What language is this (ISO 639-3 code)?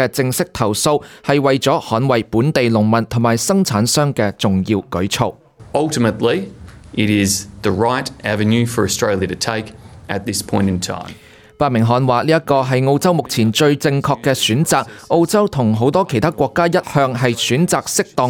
yue